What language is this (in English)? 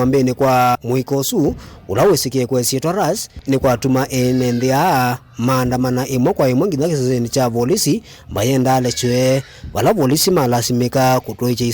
Kamba